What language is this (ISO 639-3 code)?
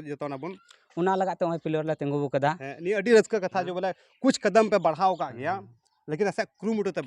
sat